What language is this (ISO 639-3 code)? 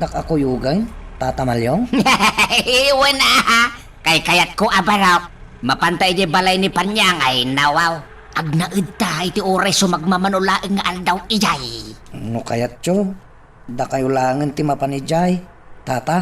ilo